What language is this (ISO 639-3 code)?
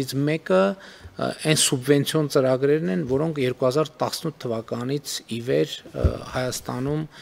hye